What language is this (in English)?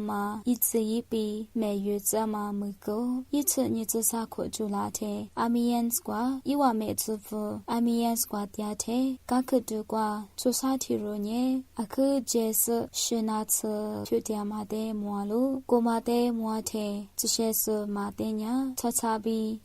Lisu